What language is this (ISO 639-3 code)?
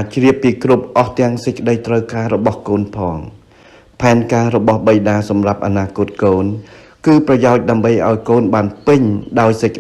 khm